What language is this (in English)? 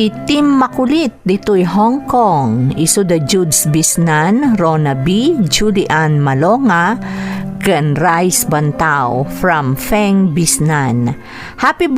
Iloko